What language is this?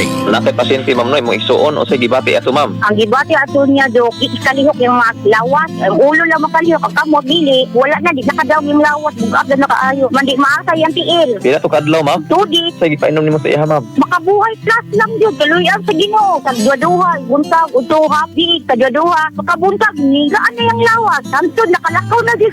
Cebuano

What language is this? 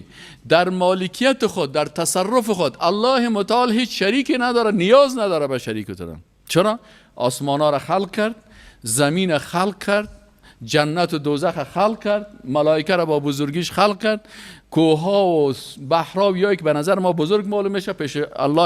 Persian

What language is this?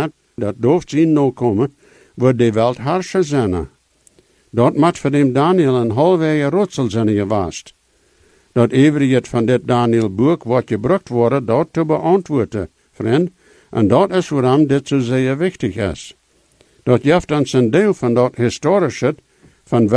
Plautdietsch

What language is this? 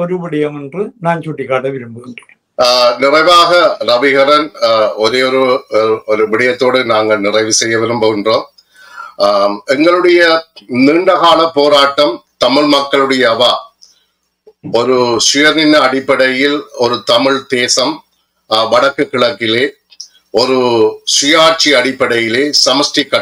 Tamil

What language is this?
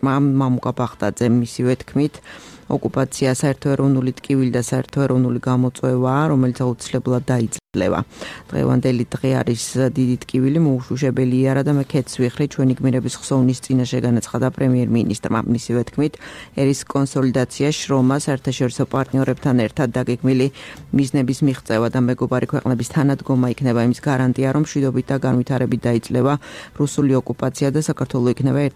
Georgian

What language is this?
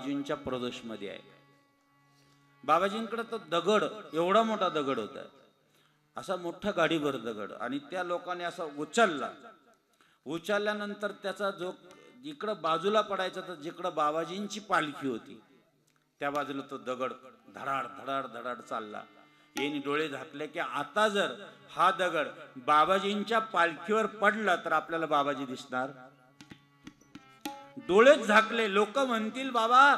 Marathi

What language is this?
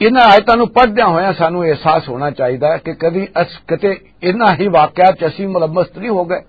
Western Panjabi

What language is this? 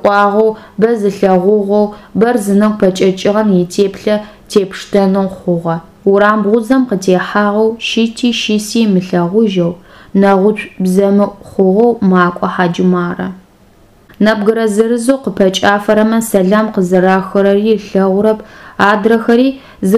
Adyghe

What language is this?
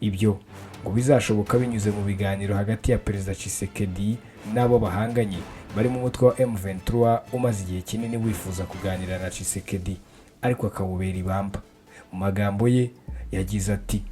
Kinyarwanda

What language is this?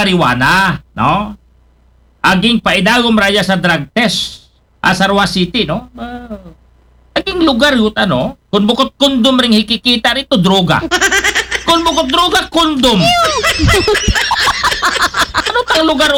Filipino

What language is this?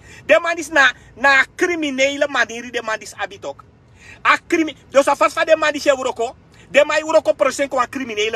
Sranan Tongo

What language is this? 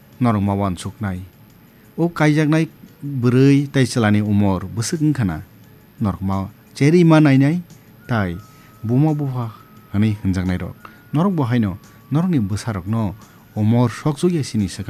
Kok Borok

